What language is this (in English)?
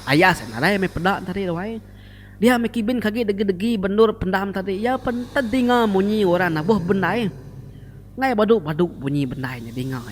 Iban